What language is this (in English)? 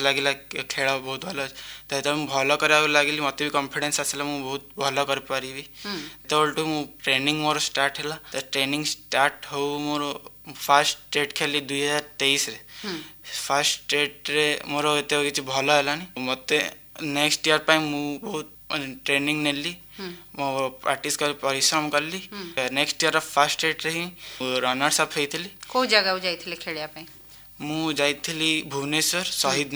Odia